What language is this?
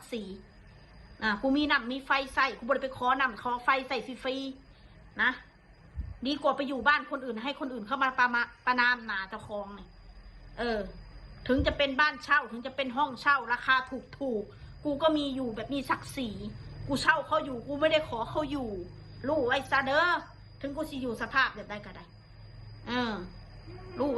Northeastern Thai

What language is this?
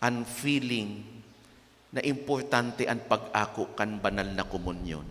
Bikol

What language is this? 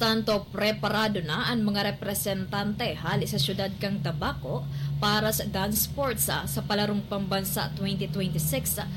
Bikol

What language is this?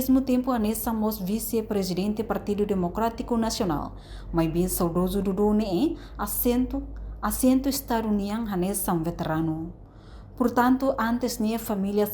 Tetum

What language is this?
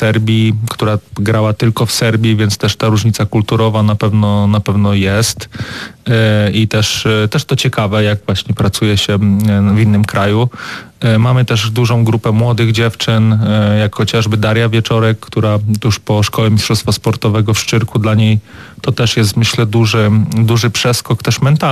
Polish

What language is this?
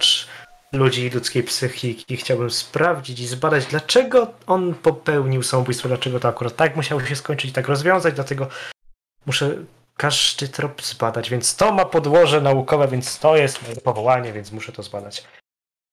Polish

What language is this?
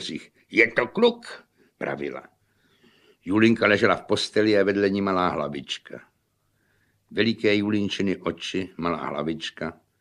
Czech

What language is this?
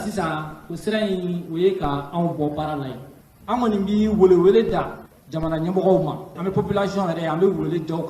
Bambara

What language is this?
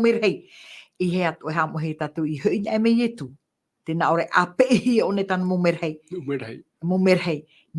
Tahitian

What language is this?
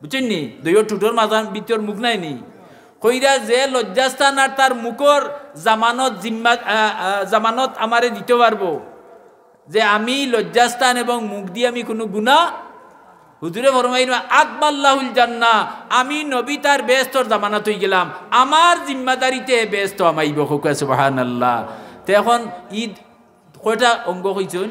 Sylheti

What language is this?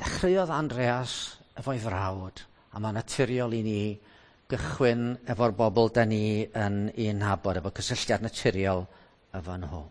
Welsh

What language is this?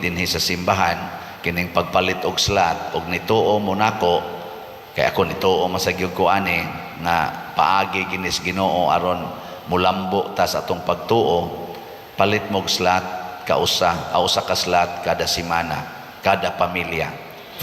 Cebuano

